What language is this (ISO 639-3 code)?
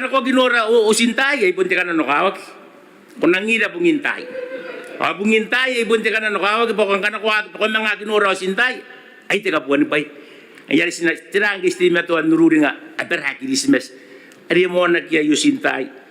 gil